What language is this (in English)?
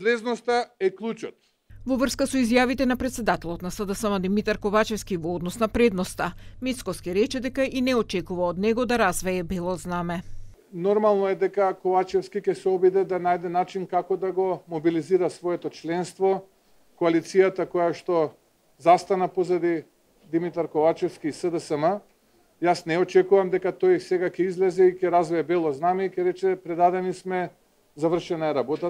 Macedonian